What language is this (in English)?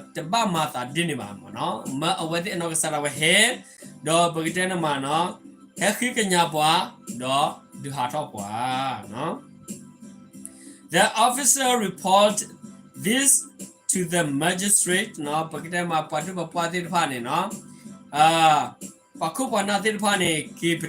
S'gaw Karen